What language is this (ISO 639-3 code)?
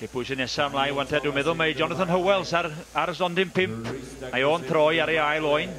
cym